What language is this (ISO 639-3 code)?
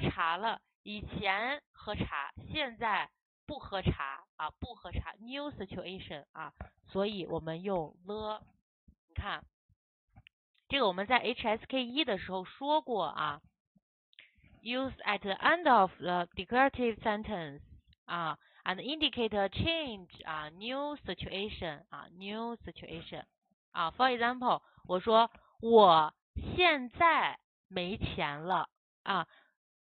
zho